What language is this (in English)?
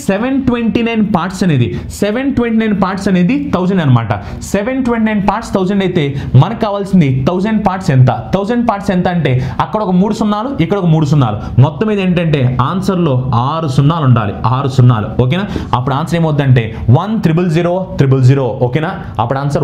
Telugu